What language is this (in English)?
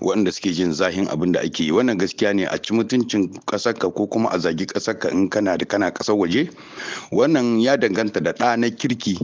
Hausa